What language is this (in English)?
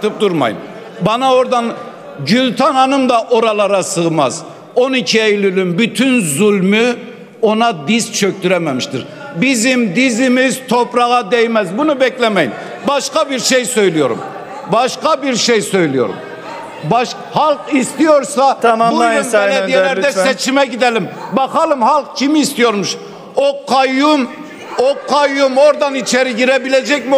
Turkish